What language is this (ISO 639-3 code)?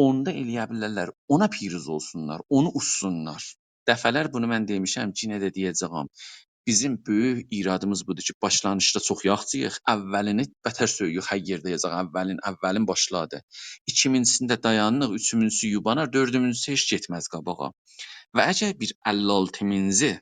azb